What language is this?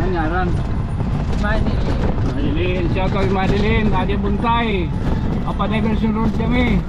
Waray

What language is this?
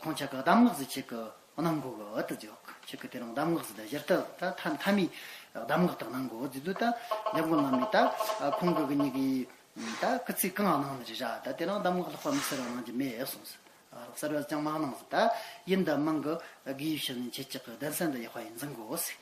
Amdo Tibetan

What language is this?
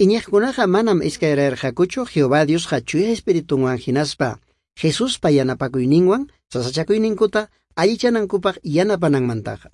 Ayacucho Quechua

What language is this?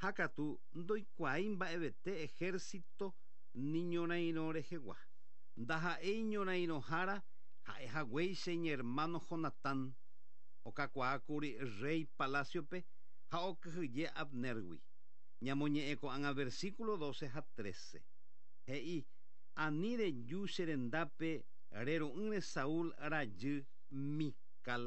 Guarani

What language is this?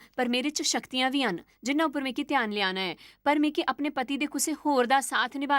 Dogri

